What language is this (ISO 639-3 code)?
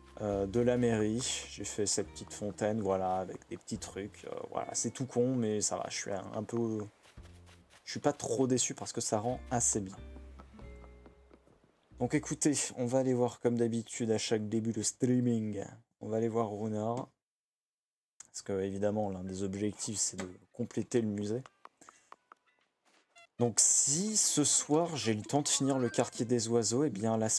fra